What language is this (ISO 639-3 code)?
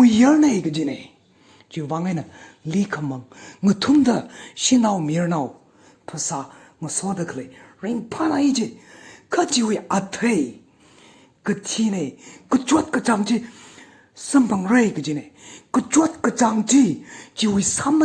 nmf